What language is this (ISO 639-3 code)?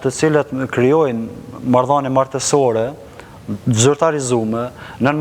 sqi